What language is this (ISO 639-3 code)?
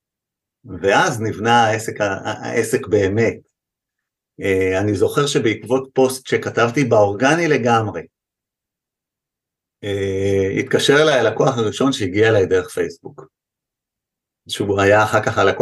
heb